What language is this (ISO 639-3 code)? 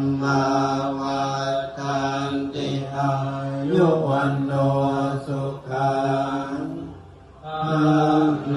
pli